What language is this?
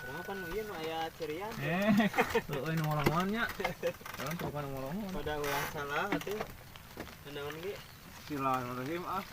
Sundanese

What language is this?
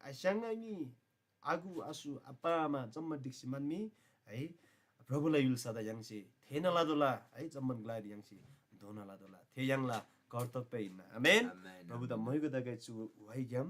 Eastern Tamang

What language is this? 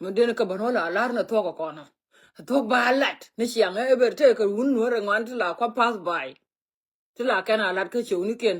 Nuer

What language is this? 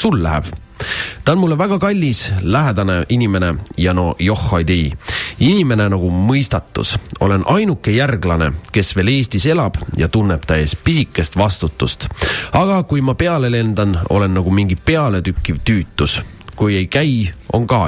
Estonian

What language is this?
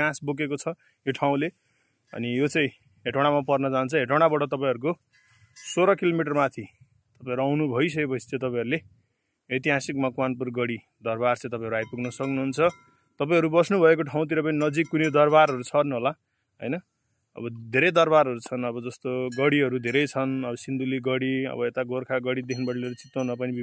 Nepali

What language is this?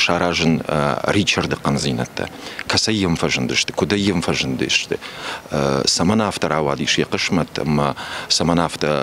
Ossetic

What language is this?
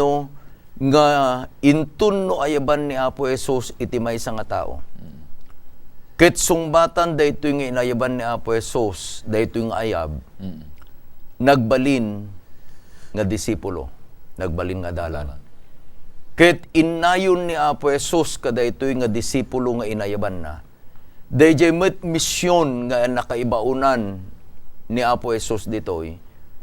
Iloko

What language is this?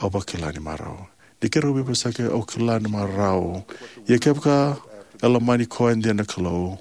Fijian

